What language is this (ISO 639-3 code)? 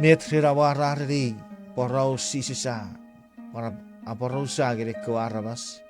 chk